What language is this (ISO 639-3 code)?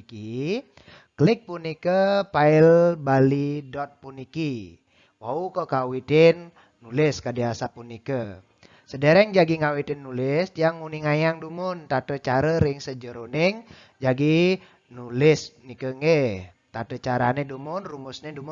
ban